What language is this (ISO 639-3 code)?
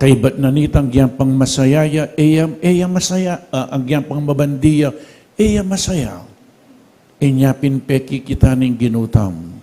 pam